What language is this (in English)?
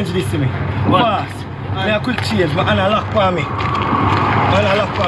Jamaican Creole English